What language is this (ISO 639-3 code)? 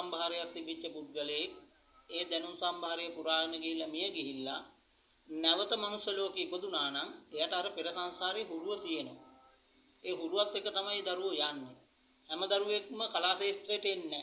sin